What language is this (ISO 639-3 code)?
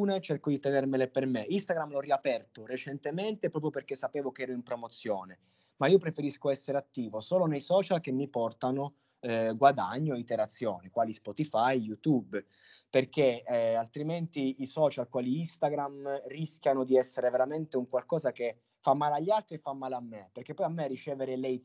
ita